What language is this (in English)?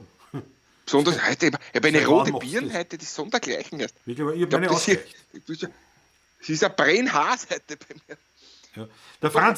Bavarian